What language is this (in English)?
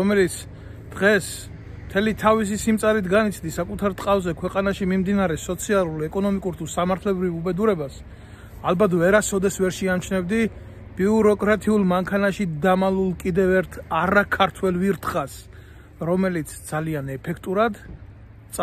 Georgian